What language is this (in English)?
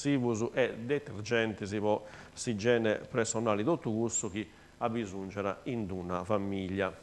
Sardinian